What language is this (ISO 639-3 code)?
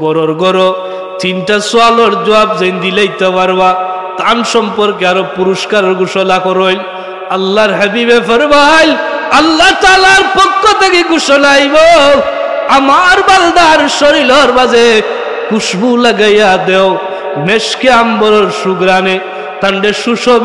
syl